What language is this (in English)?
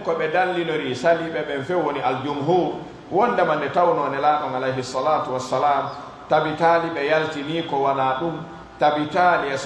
Pular